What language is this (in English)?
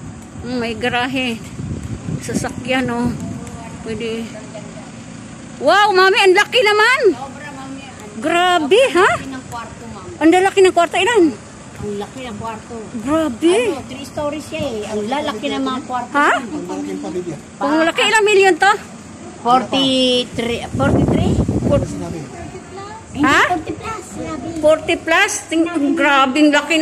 Filipino